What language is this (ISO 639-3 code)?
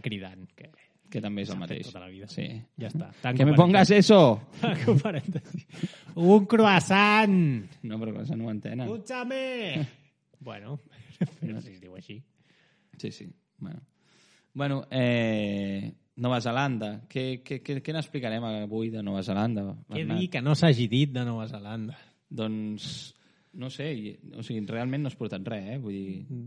cat